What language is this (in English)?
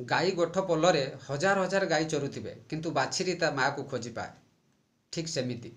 Odia